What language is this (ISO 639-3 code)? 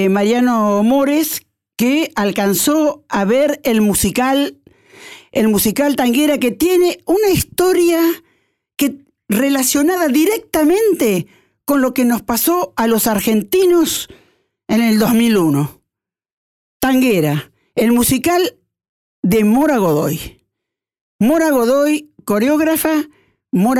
spa